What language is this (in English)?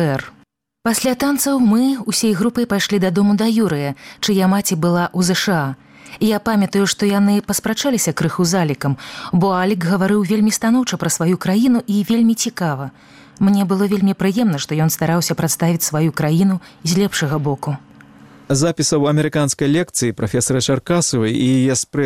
Belarusian